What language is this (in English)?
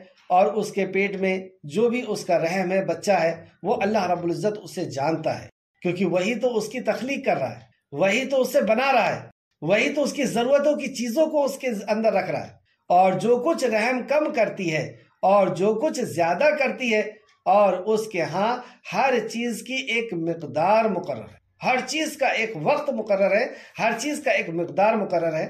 Urdu